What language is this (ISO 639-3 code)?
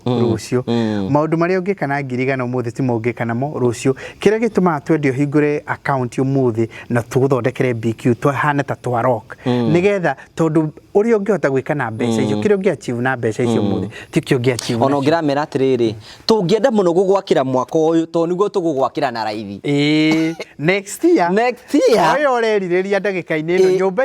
kik